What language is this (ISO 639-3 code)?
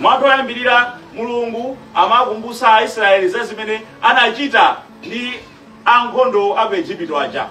nya